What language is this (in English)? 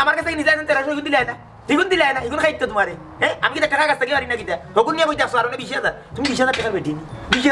Sylheti